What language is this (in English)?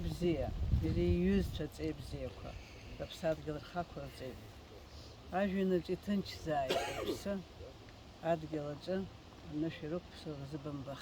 Abkhazian